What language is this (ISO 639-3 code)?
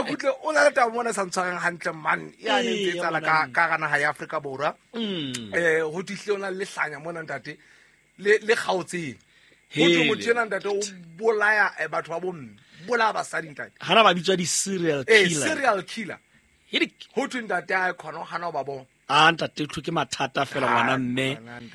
sot